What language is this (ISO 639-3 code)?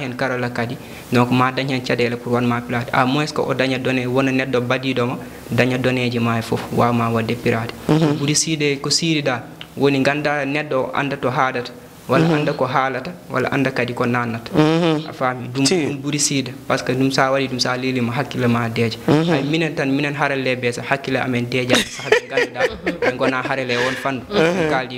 ful